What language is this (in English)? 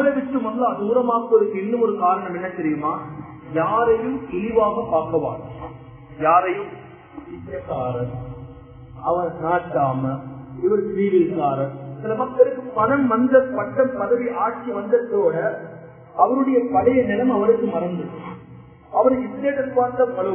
Tamil